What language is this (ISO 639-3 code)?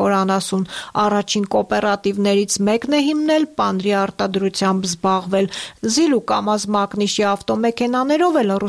hye